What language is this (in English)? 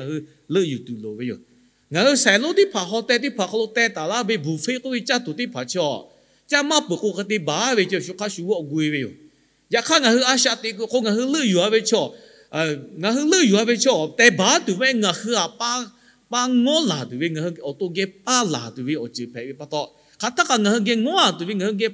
Lahu